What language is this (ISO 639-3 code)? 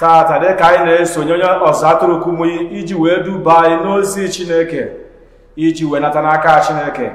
ibo